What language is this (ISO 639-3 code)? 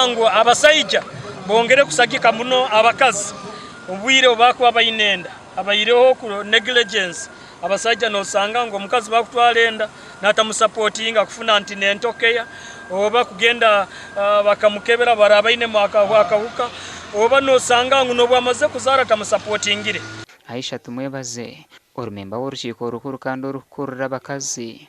nyn